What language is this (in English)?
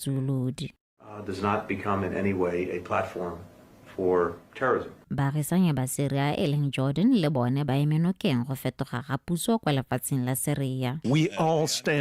Tswana